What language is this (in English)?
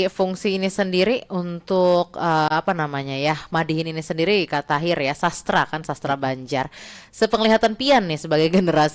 Banjar